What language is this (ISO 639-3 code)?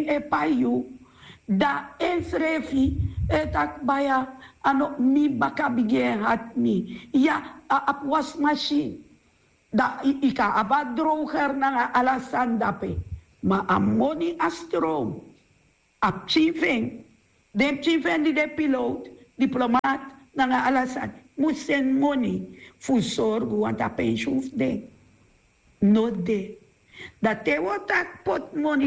srn